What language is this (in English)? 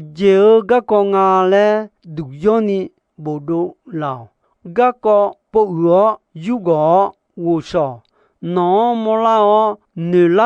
Akha